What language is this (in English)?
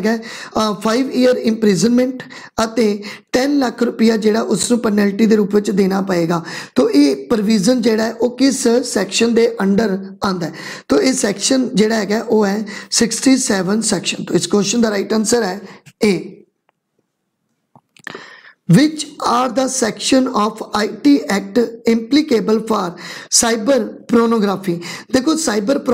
Punjabi